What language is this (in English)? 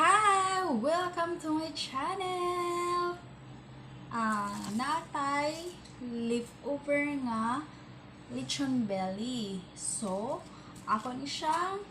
Cebuano